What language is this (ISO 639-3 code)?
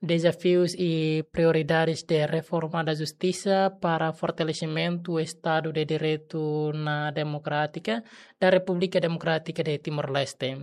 tet